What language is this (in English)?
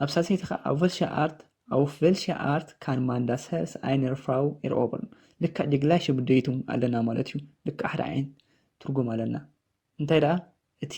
Tigrinya